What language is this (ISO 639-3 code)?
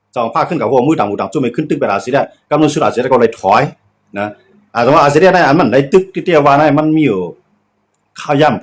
shn